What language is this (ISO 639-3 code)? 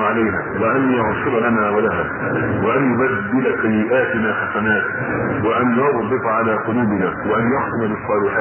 ara